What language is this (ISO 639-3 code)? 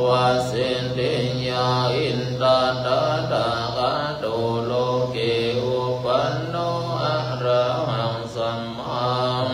pli